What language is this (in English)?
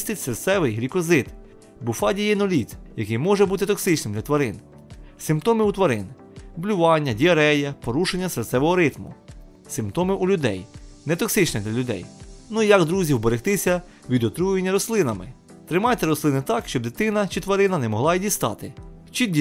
Ukrainian